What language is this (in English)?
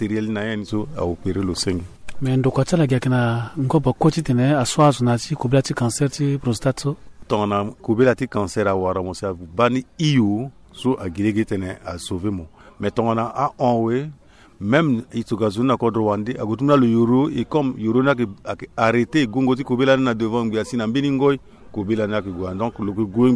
Sango